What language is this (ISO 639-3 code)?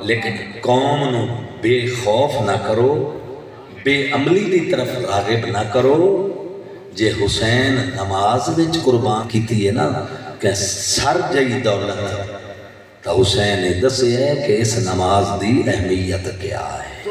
skr